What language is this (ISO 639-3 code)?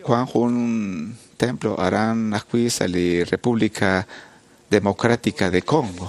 kek